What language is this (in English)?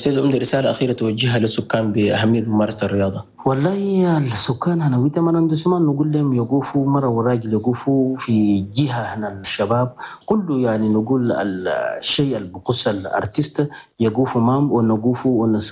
Chadian Arabic